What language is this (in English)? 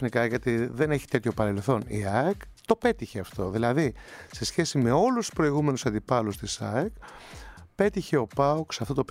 Greek